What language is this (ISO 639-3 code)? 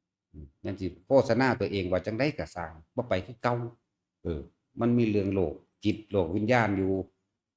tts